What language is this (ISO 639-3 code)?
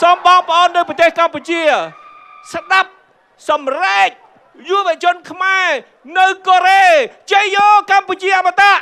khm